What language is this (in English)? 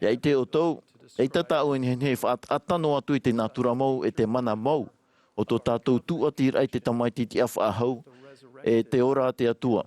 Tahitian